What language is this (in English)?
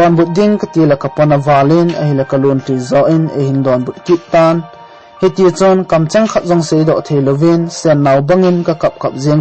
Thado Chin